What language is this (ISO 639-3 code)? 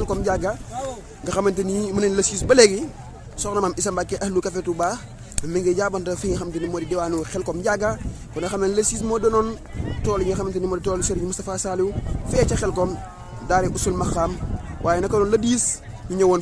wol